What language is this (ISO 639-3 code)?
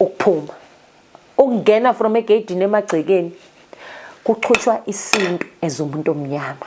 zul